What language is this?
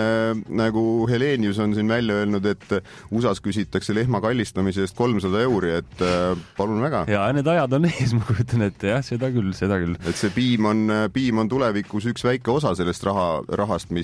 Estonian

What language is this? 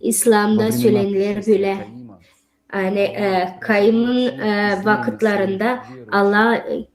Gagauz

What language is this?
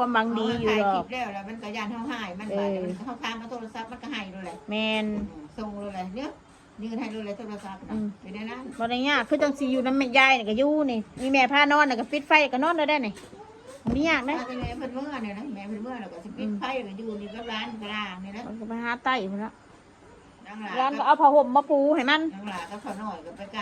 Northeastern Thai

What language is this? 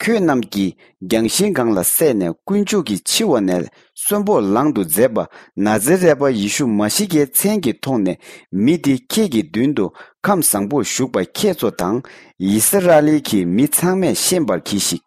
Tibetan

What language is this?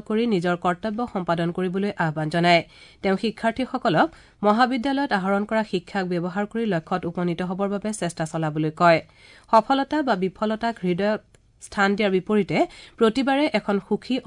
Assamese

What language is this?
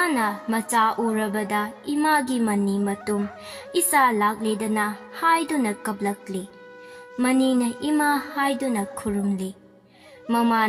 Manipuri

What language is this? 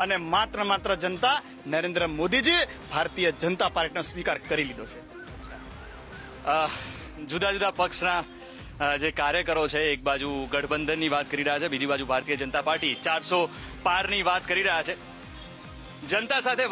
Gujarati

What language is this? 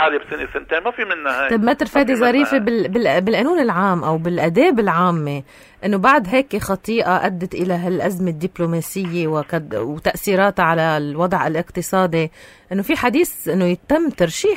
North Levantine Arabic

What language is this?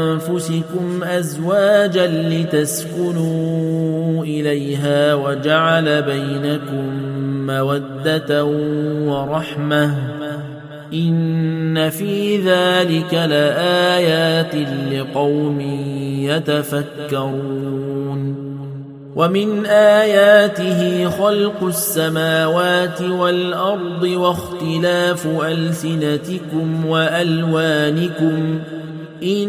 Arabic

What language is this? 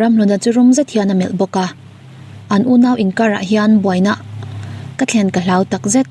Mizo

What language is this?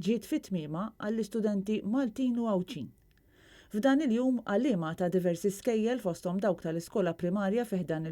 Maltese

